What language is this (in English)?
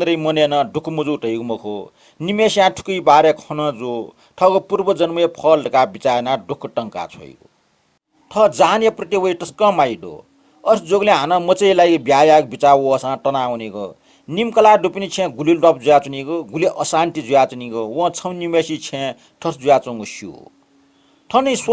Newari